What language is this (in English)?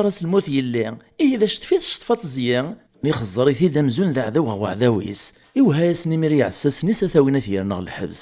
Kabyle